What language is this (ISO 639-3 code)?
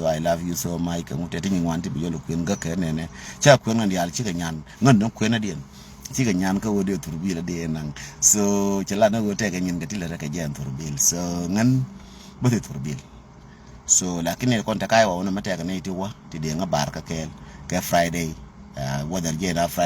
nus